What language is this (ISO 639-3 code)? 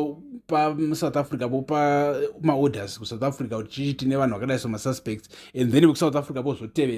sna